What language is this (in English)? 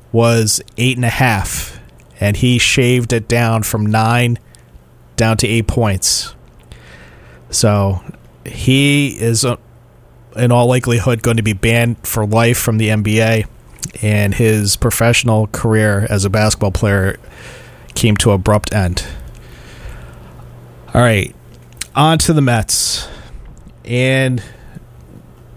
English